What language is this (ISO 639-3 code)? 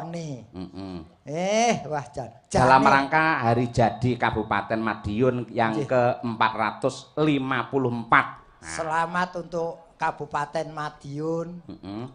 jav